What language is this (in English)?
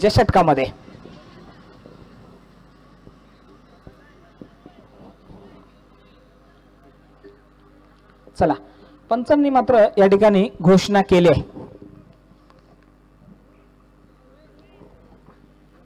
Marathi